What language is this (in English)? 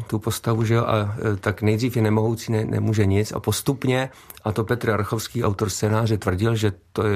Czech